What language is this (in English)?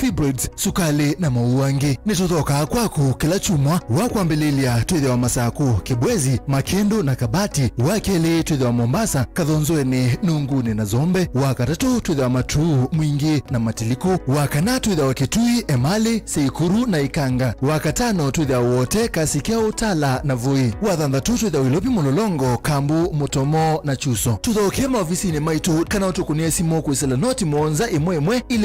Kamba